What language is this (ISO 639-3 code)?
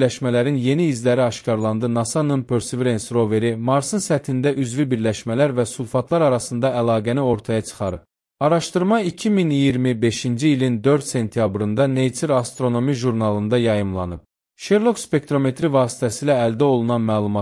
aze